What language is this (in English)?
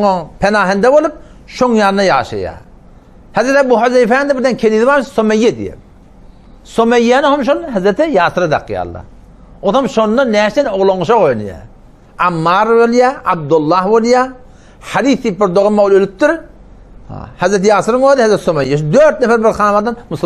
Turkmen